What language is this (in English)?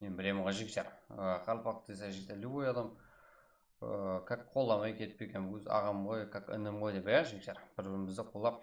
Kara-Kalpak